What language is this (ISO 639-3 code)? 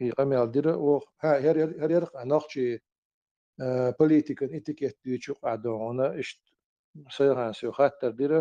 che